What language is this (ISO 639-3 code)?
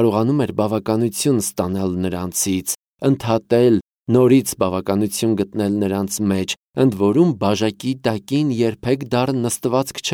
hye